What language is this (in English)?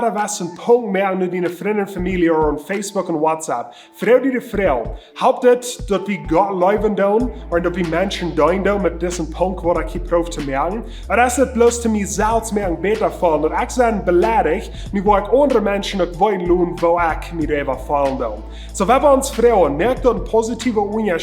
Plautdietsch